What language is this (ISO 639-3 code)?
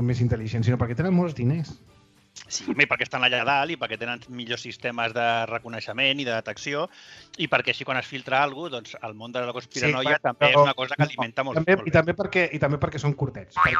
cat